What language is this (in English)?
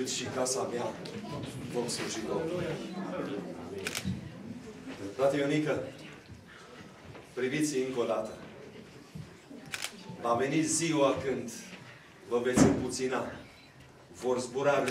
Romanian